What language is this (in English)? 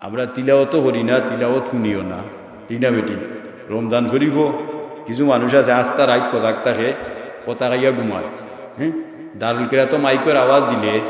Sylheti